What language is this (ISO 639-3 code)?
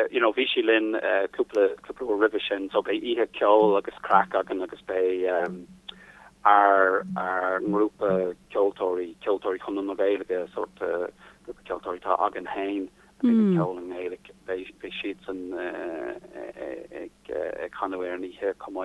gle